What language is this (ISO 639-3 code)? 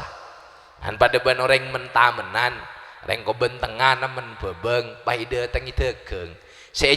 mad